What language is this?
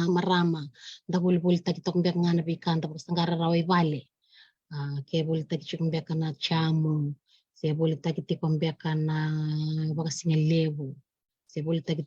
Fijian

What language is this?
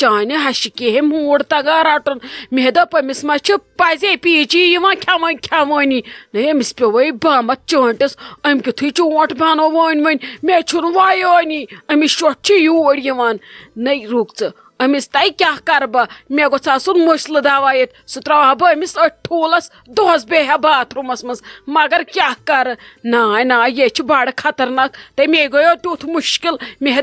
Kashmiri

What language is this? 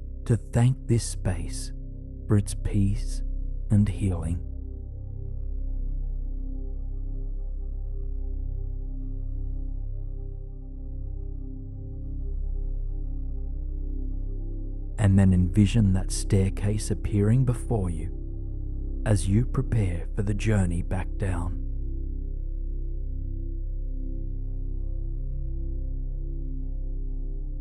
English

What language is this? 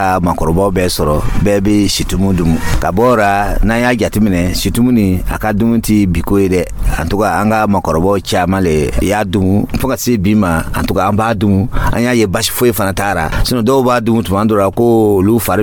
Dyula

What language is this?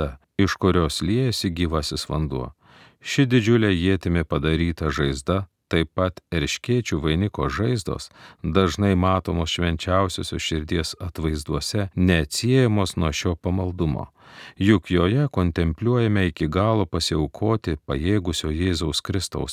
Lithuanian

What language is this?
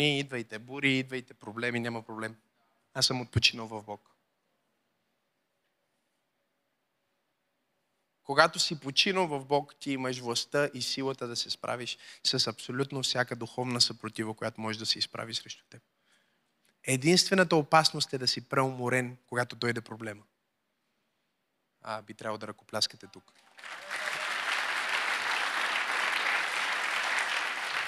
Bulgarian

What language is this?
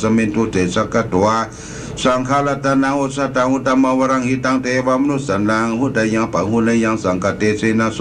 Pali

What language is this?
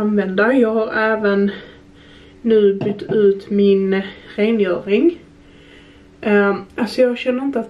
Swedish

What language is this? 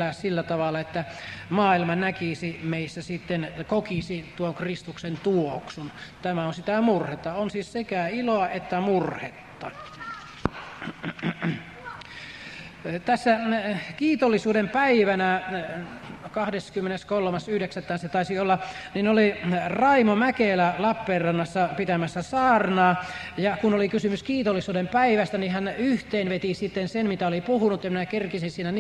Finnish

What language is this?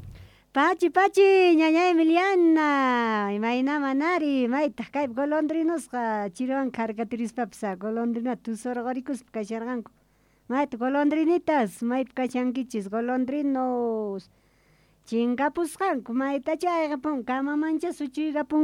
Quechua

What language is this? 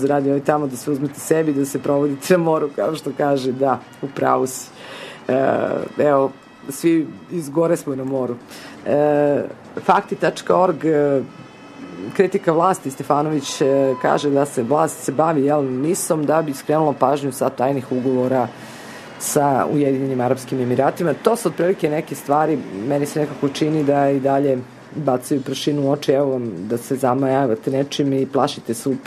Serbian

